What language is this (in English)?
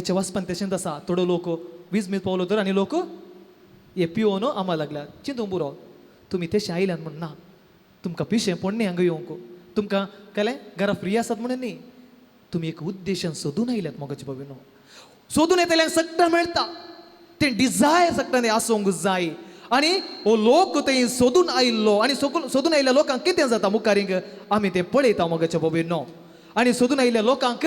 Konkani